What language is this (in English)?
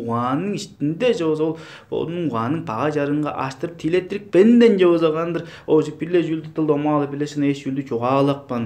Tuvinian